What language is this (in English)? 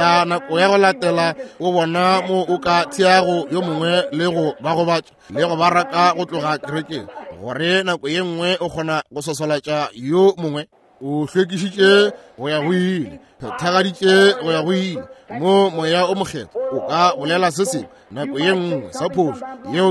Northern Sotho